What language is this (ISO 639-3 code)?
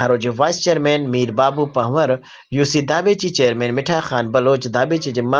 snd